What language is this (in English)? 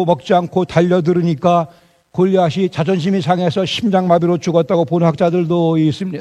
Korean